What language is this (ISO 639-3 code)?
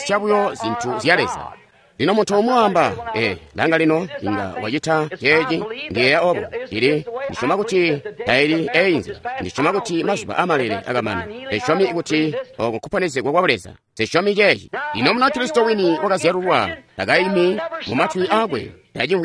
toi